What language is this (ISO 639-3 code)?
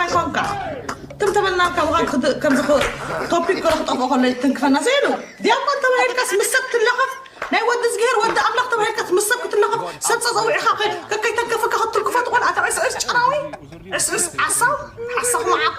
tir